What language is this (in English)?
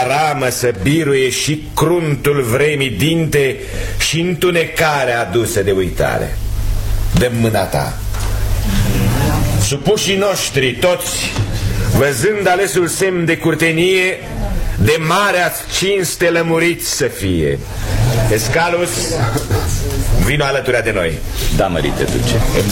Romanian